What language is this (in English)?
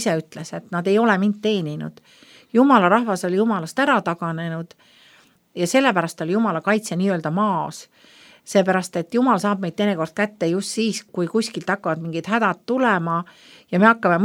Estonian